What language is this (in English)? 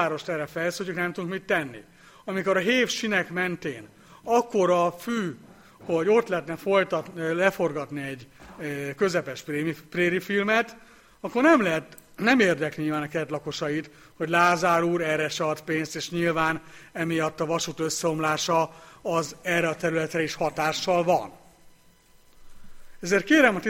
Hungarian